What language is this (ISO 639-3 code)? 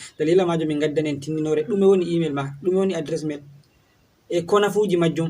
ful